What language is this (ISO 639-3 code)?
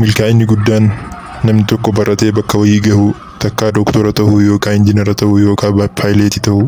orm